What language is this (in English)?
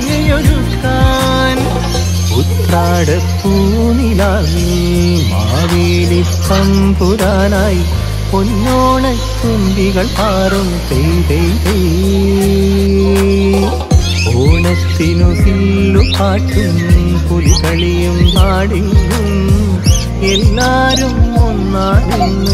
Malayalam